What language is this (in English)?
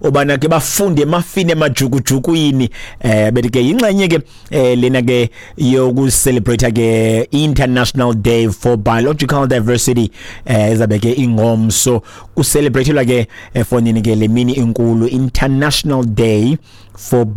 Xhosa